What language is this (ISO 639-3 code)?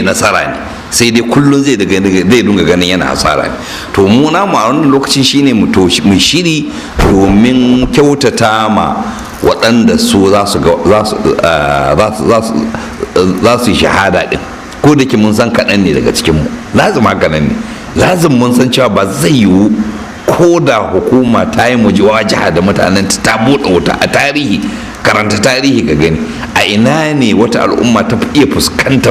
hau